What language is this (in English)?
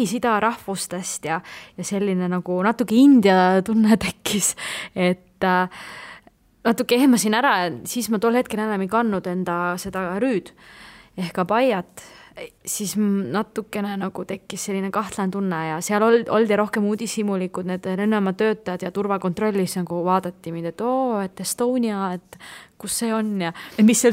Estonian